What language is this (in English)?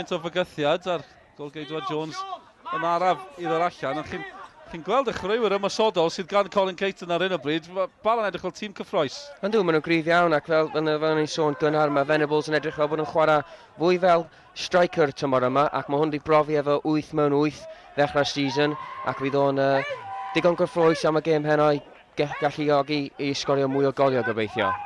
Welsh